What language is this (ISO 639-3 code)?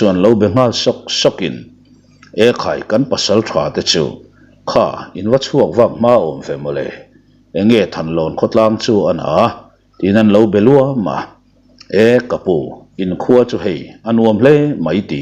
lus